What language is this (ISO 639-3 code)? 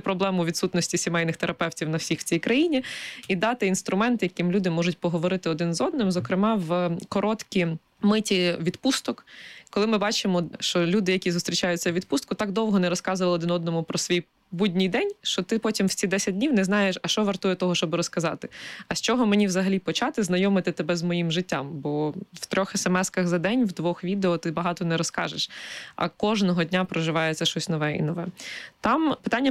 ukr